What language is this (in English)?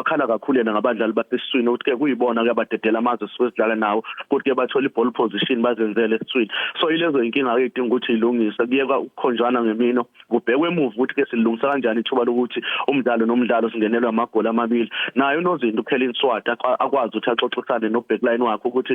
Zulu